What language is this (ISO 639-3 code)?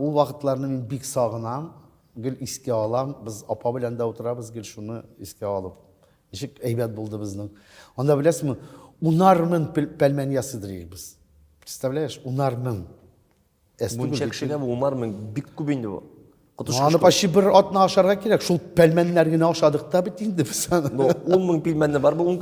tat